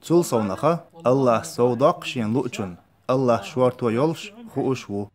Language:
Chechen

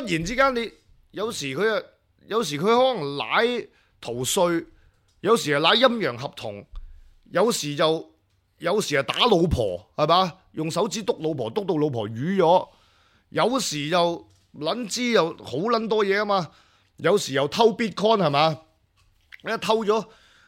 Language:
Cantonese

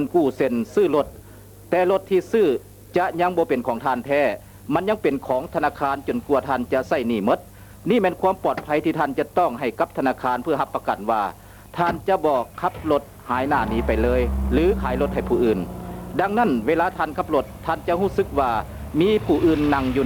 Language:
Lao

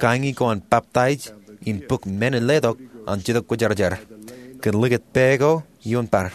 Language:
Marshallese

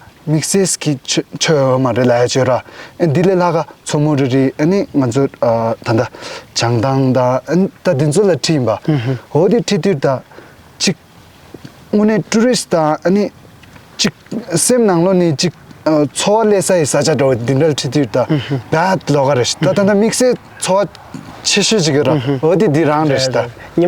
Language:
Tibetan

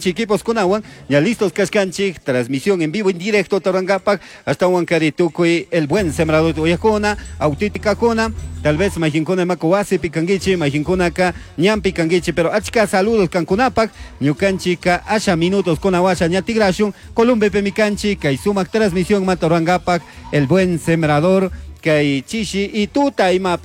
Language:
Chimborazo Highland Quichua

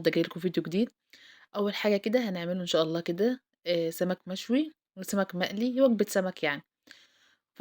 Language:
Egyptian Arabic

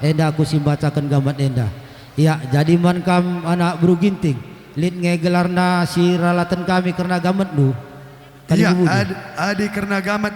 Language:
Batak Karo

